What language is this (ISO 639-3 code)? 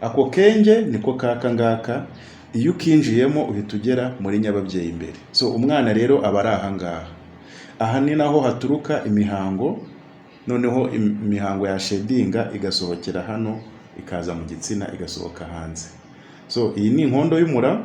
kin